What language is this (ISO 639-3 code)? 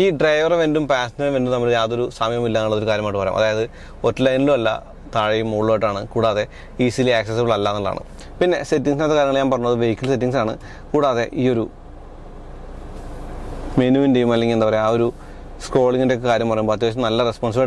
mal